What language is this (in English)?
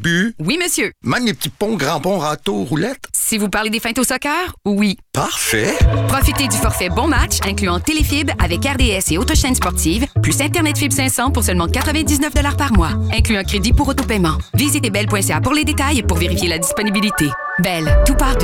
French